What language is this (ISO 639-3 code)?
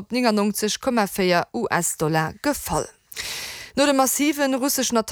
ltz